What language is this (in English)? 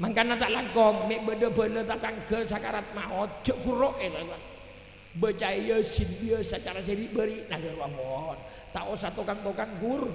Madurese